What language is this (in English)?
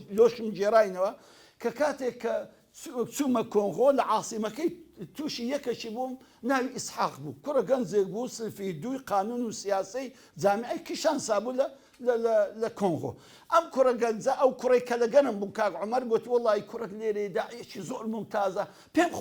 Central Kurdish